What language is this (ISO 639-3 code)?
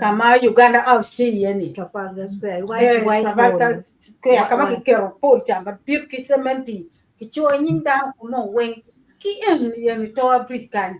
ach